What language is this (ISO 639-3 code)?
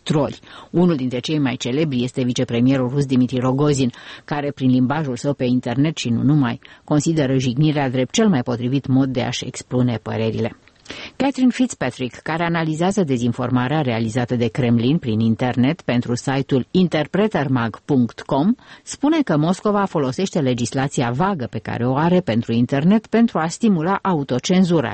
ron